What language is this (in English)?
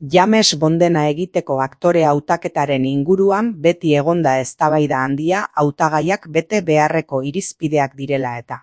Basque